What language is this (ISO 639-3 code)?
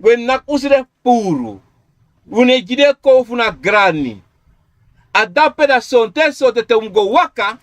srn